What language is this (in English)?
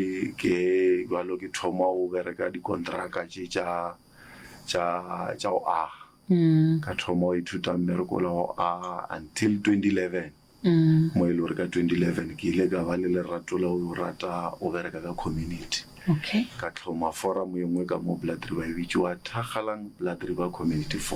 Northern Sotho